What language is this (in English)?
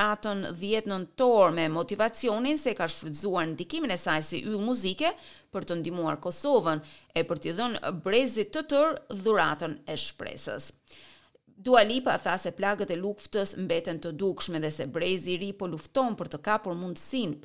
Albanian